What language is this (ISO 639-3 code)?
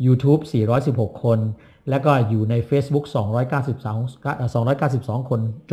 tha